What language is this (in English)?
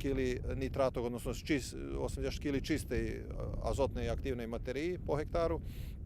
Rusyn